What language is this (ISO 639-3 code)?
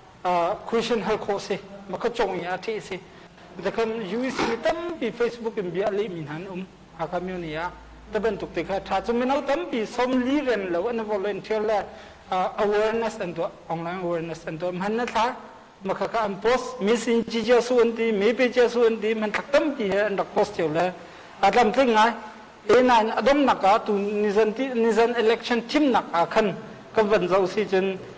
cnh